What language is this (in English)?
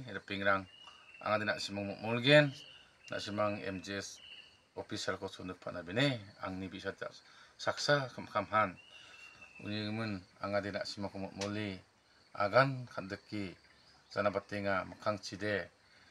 Garo